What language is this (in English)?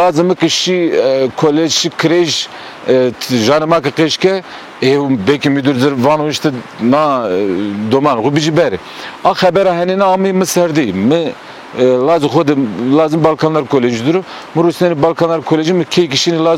Zaza